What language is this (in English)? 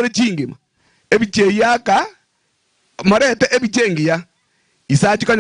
Gusii